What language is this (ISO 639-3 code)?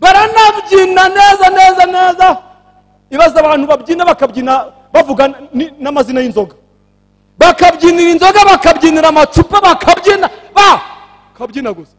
kin